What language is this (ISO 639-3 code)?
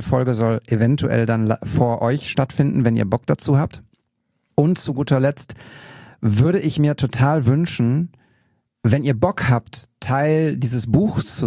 deu